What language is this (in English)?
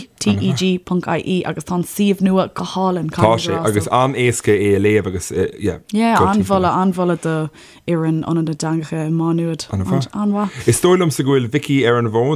Irish